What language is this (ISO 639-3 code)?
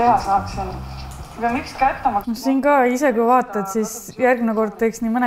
est